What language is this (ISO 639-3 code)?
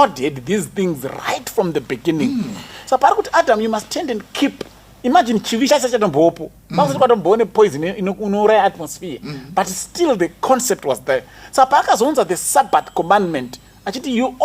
sna